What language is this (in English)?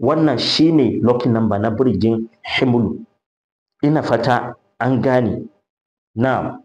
Hausa